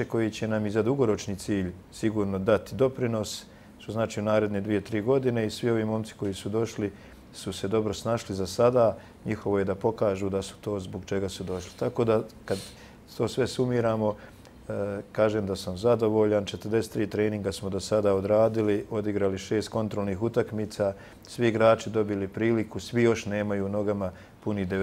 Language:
Bosnian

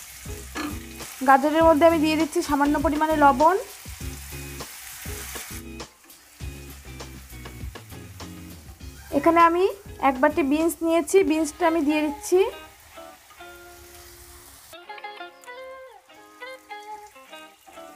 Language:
Bangla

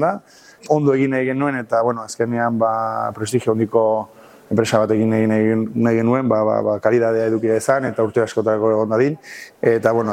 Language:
Basque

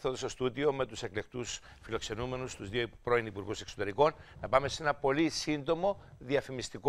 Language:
Greek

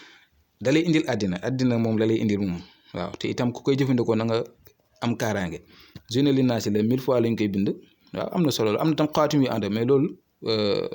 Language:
Wolof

